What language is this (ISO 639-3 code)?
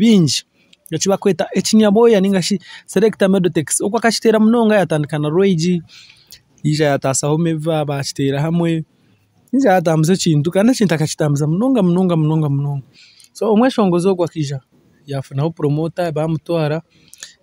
nyn